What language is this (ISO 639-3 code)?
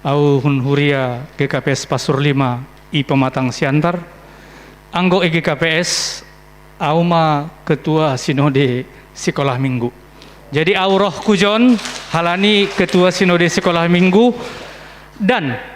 bts